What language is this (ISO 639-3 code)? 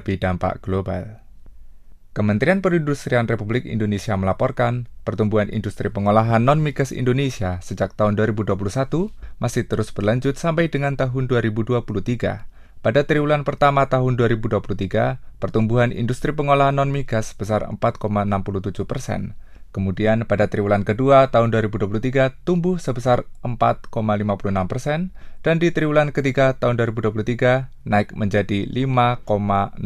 ind